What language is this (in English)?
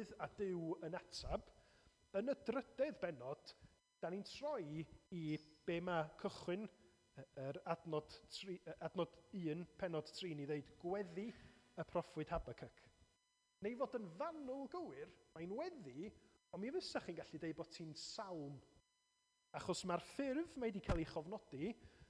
Welsh